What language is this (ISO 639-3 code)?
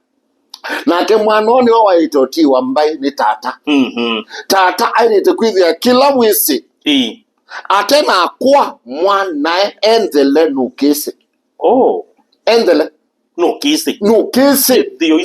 kam